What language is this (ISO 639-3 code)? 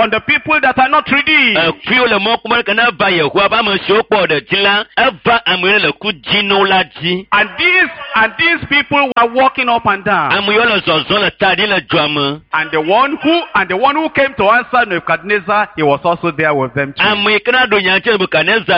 ewe